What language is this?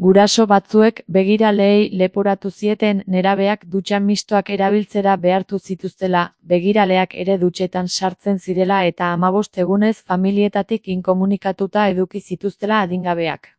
Basque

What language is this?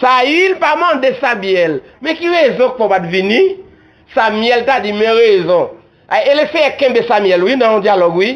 Haitian Creole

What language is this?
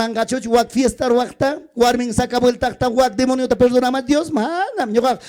Ayacucho Quechua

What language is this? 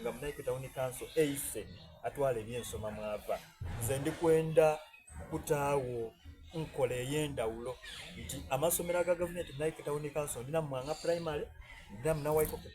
Soga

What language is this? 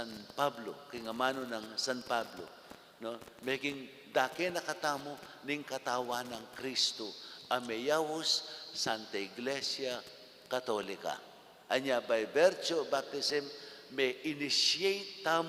Pampanga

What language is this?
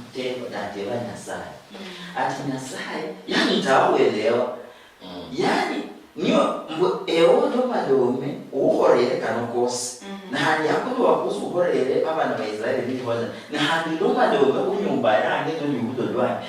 Luyia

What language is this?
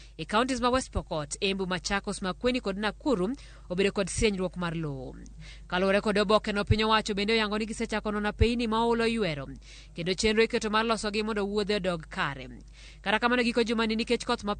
Luo (Kenya and Tanzania)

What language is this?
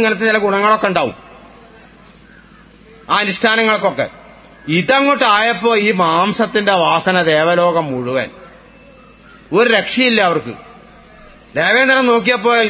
Malayalam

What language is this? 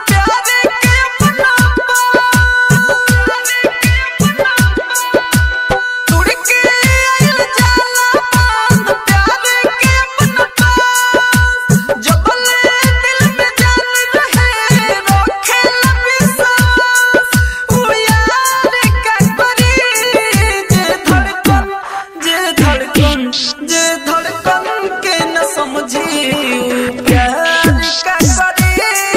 Bhojpuri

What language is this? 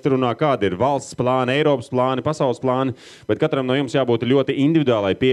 Latvian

